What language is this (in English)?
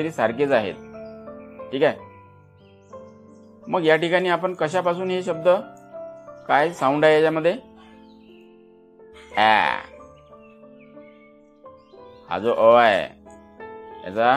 Marathi